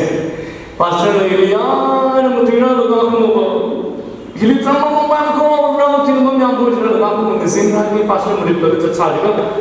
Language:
Tangkhul Naga (India)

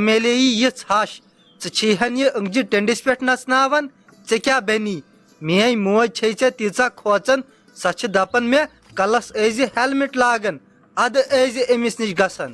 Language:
Kashmiri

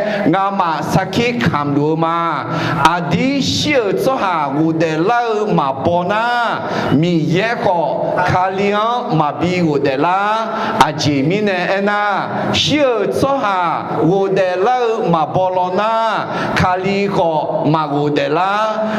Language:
Akha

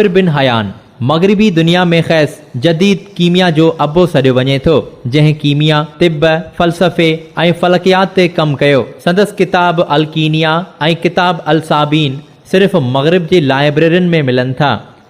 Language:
Sindhi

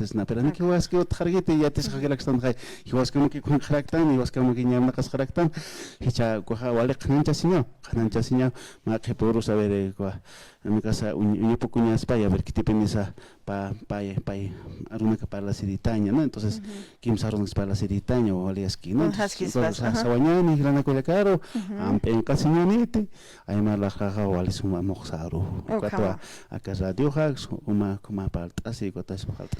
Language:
Aymara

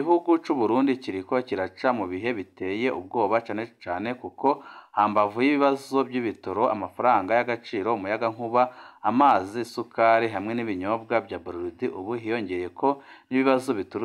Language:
Rundi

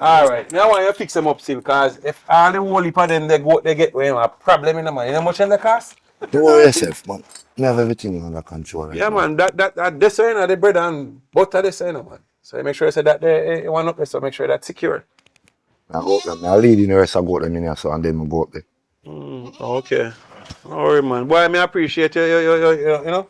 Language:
Jamaican Creole English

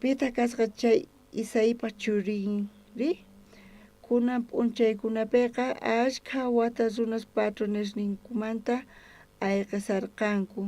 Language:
South Bolivian Quechua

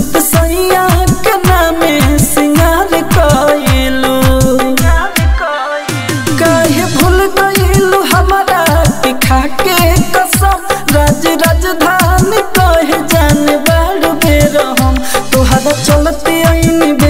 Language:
Bhojpuri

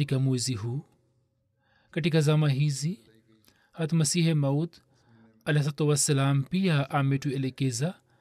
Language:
Swahili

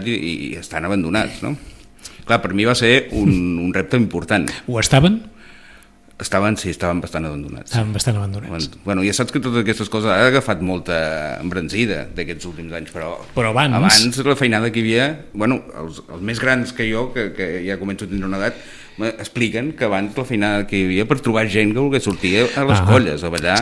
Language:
Catalan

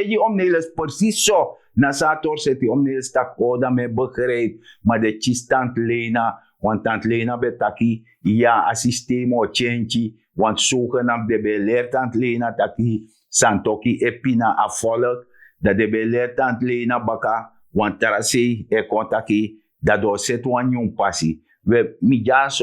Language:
Sranan Tongo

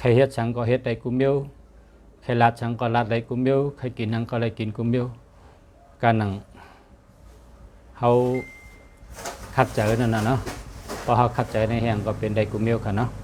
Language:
Shan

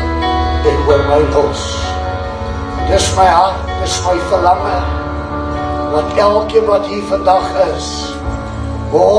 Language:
Afrikaans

